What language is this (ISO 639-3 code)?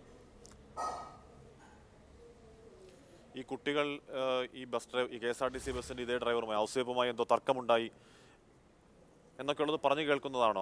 mal